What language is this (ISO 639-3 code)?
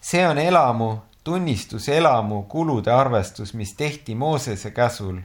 est